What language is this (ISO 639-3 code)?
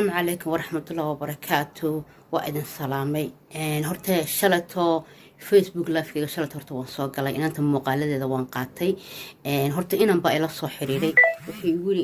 som